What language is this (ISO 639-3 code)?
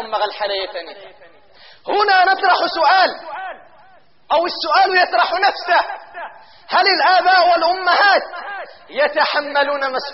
ara